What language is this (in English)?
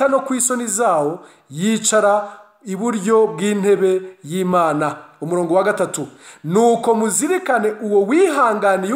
Kinyarwanda